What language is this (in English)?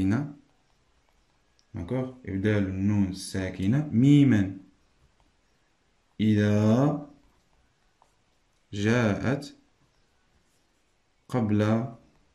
Moroccan Arabic